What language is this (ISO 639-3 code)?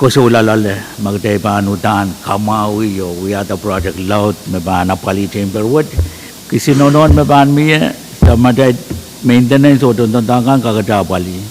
pon